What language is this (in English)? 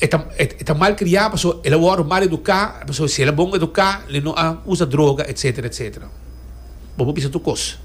Papiamento